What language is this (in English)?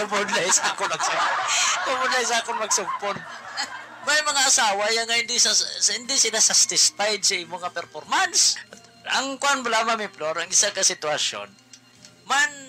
Hiligaynon